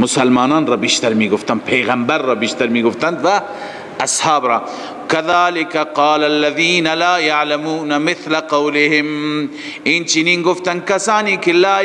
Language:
Persian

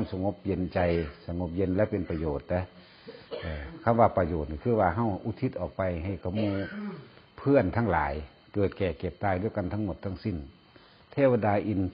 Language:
Northeastern Thai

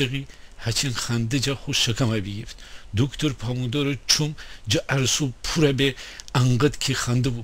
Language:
Gilaki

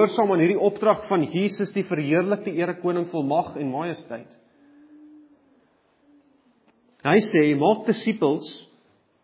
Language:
Afrikaans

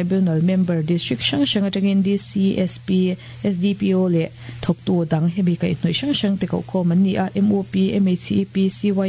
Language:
Mizo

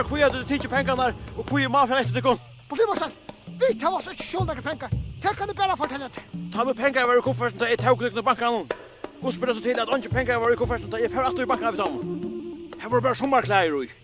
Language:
Faroese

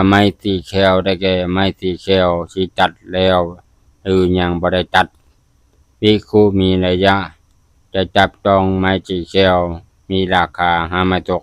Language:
Lao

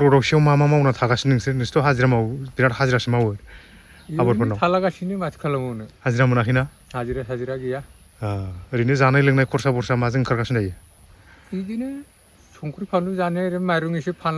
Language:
Bodo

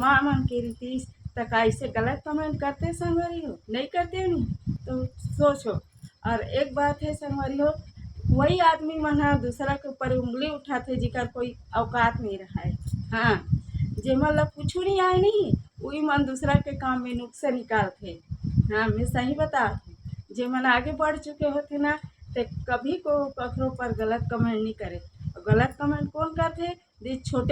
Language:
Chhattisgarhi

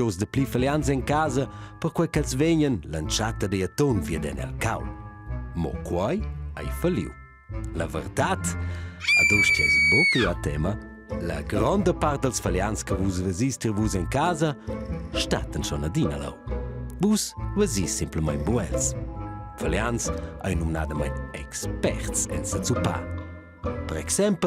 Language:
Romansh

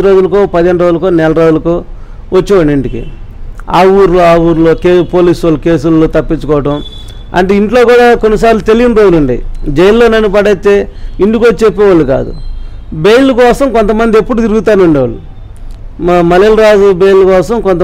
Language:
Telugu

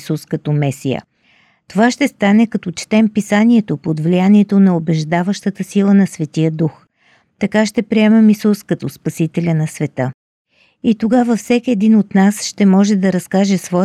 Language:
Bulgarian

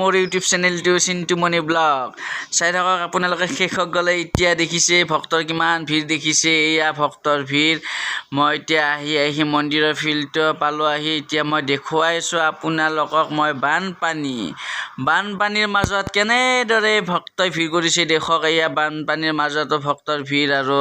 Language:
Assamese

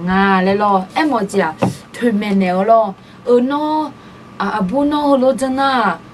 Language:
Akha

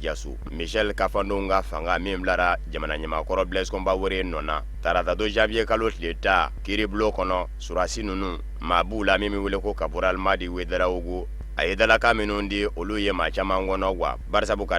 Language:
Bambara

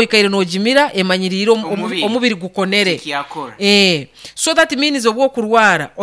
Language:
Nyoro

